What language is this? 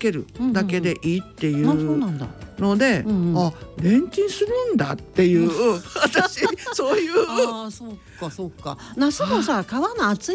Japanese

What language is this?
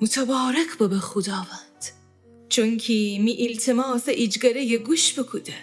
Gilaki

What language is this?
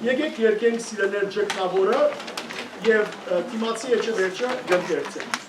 Western Armenian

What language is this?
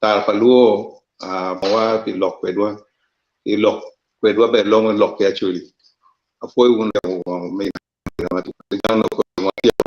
Acoli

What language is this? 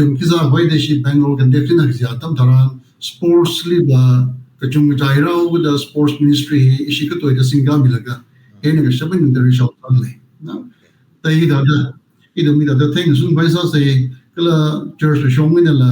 Tangkhul Naga (India)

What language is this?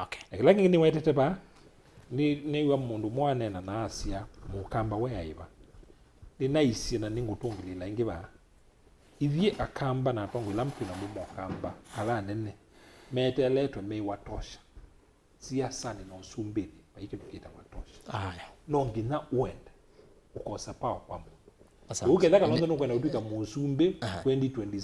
Kamba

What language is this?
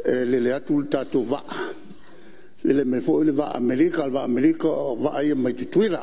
Samoan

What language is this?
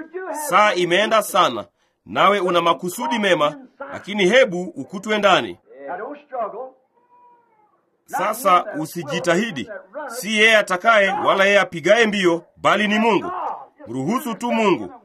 Swahili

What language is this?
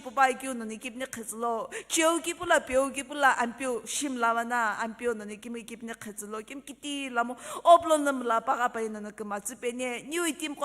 Sumi Naga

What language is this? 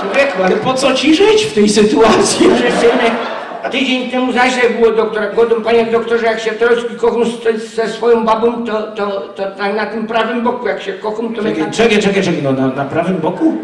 Silesian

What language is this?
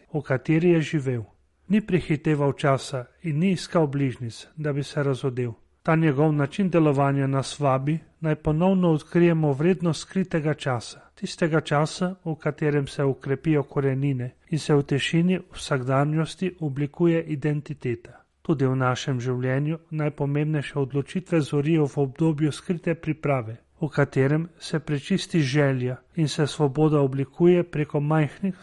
Slovenian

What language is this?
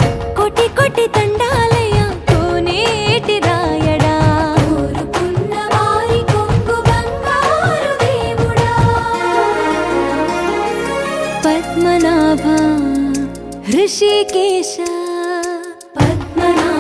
Telugu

